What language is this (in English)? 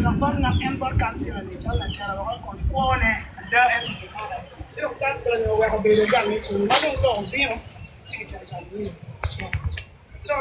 Acoli